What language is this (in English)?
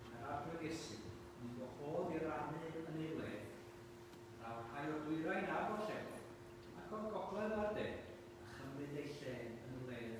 Welsh